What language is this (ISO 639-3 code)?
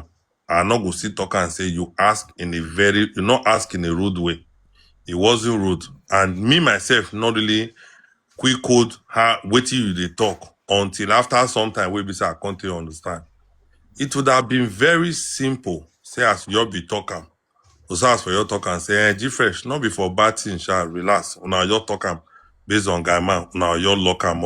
pcm